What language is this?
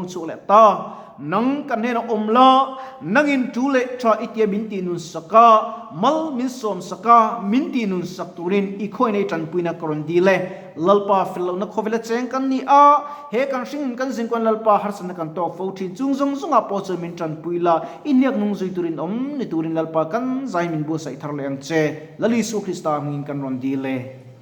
Mizo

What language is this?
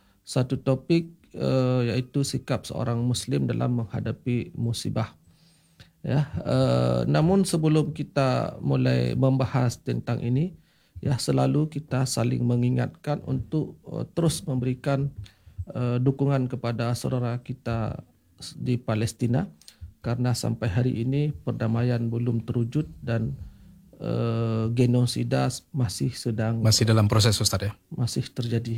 Malay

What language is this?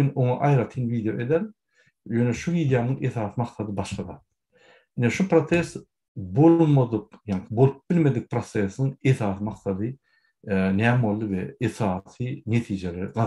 Turkmen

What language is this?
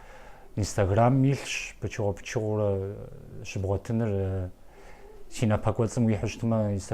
Kabardian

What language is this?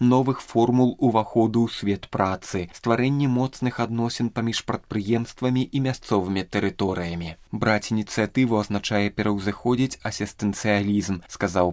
Belarusian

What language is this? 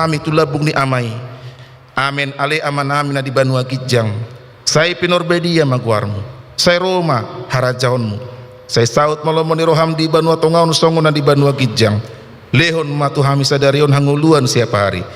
Batak Toba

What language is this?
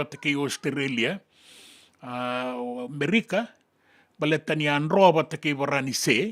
Fijian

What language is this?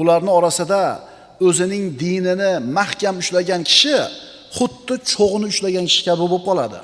Uzbek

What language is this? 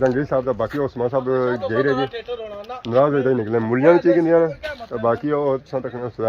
Pahari-Potwari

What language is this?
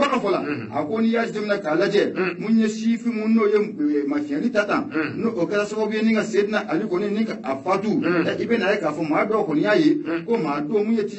Bambara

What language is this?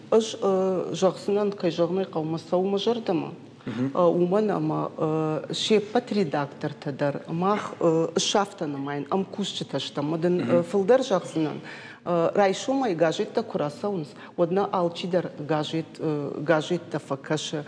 Ossetic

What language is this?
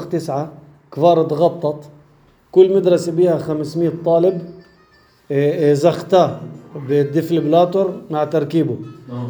North Levantine Arabic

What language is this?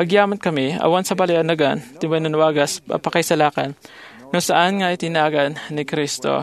Iloko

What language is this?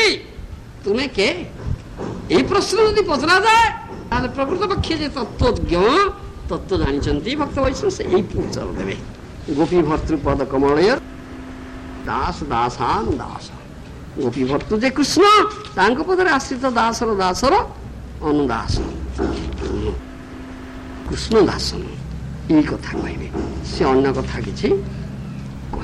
Odia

